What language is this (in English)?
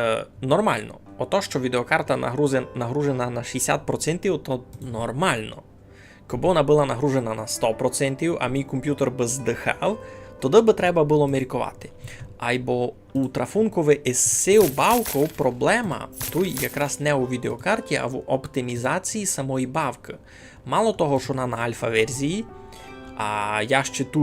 Rusyn